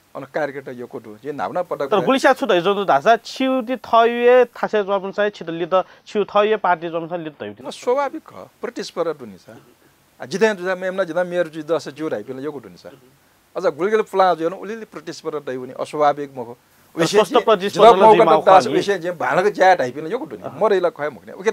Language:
Newari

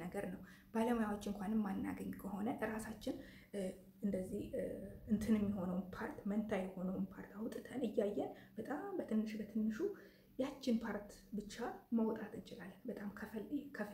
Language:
Amharic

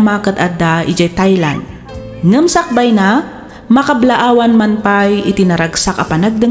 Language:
Iloko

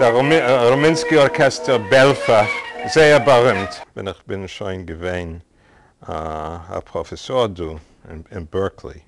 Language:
Yiddish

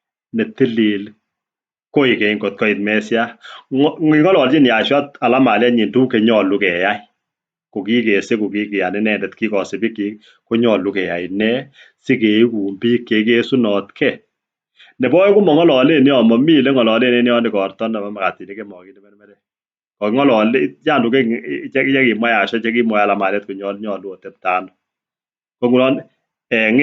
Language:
Kalenjin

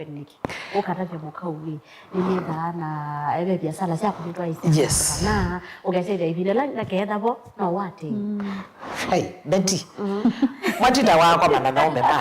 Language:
Kamba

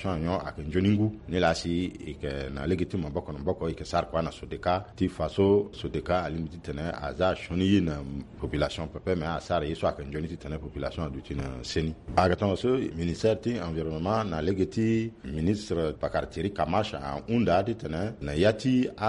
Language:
Sango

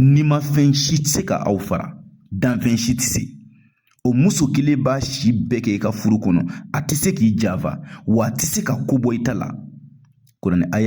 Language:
Bambara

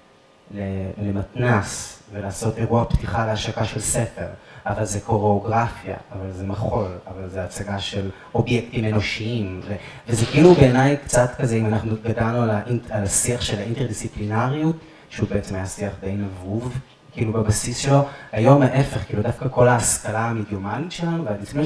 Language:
Hebrew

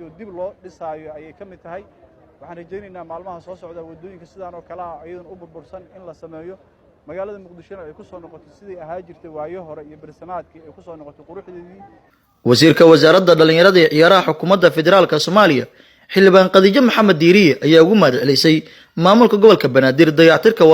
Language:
Somali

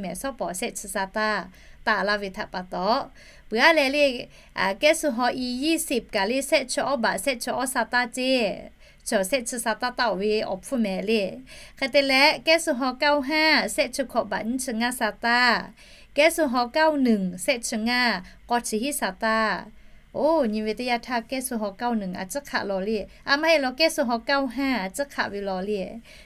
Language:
Lahu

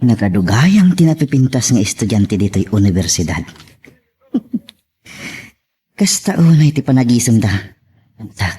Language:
Iloko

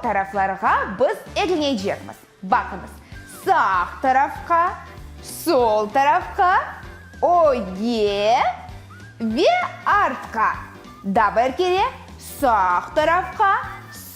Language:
Crimean Tatar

